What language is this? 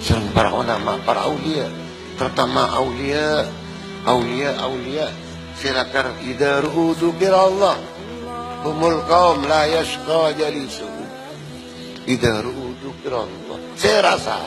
Madurese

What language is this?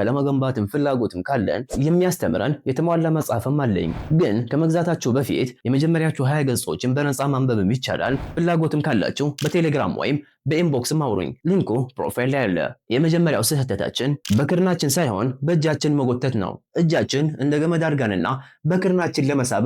Amharic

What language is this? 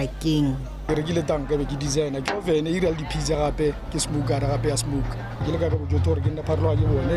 Tswana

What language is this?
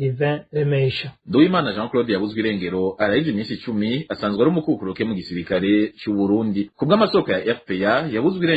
Rundi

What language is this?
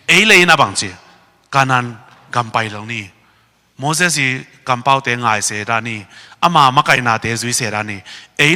Tedim Chin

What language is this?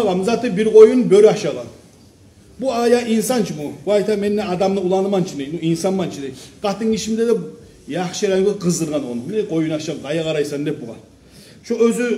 Kumyk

